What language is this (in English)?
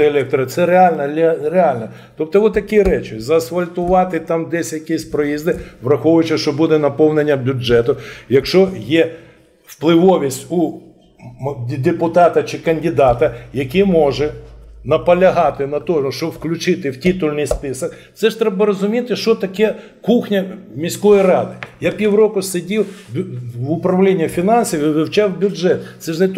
Ukrainian